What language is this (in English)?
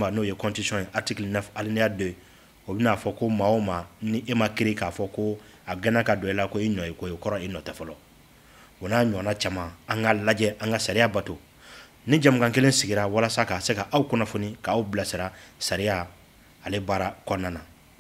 Bambara